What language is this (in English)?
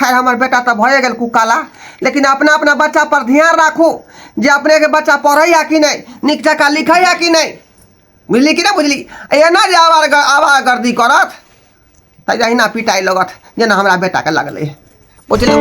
Maithili